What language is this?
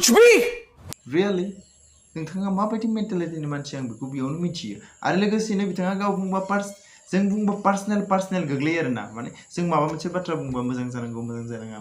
Bodo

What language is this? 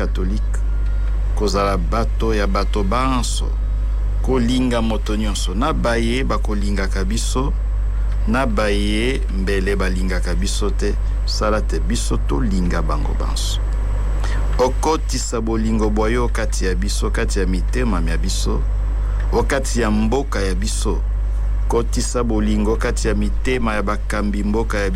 Lingala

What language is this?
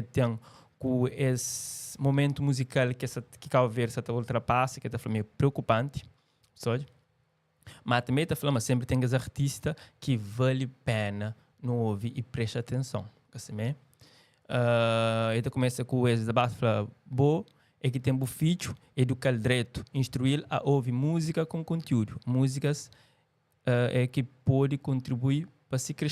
Kabuverdianu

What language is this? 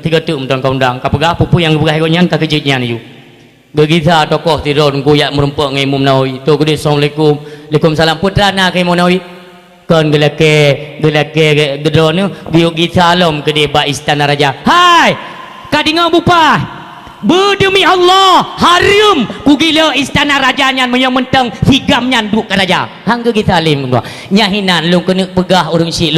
Achinese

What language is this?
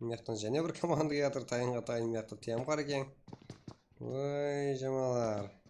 Kara-Kalpak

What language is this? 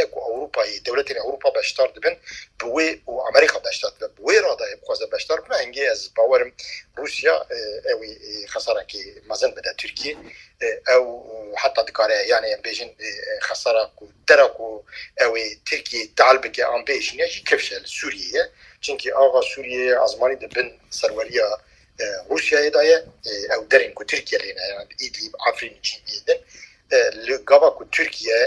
Kurdish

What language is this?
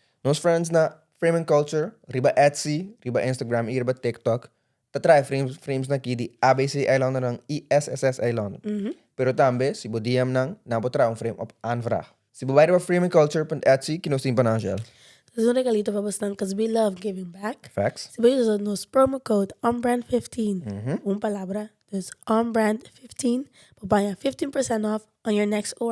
Papiamento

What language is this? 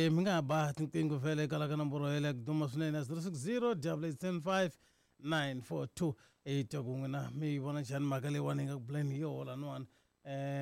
Tsonga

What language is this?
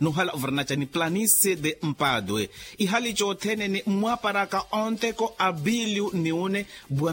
Makhuwa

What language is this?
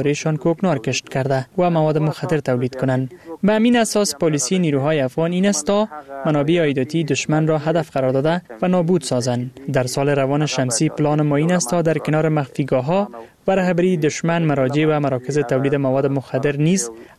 Persian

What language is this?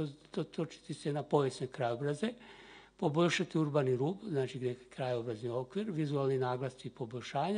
Croatian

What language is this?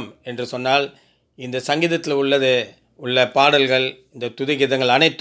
Tamil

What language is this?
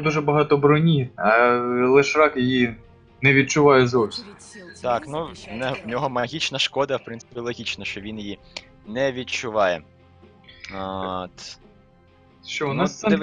Ukrainian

